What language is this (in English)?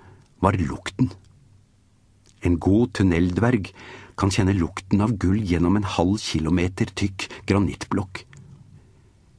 Norwegian